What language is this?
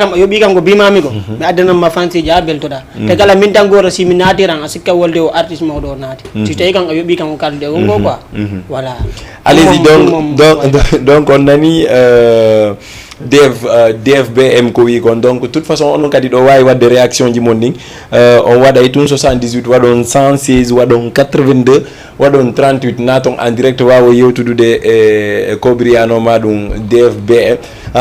Fula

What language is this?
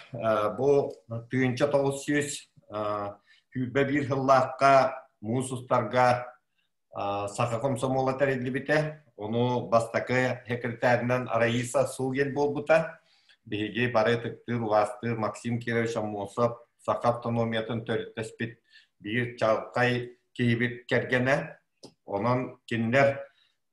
Yakut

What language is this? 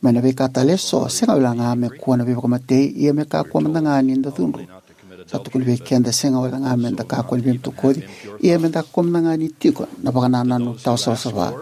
Fijian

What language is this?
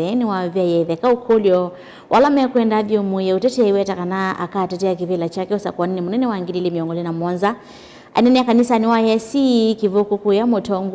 Kamba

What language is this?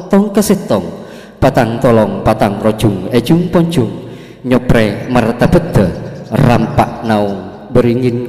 Madurese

